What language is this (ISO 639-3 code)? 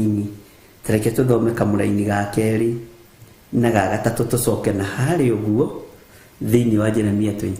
kik